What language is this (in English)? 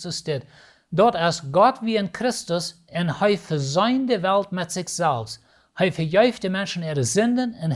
Plautdietsch